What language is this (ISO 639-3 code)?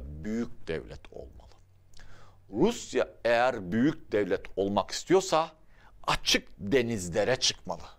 tur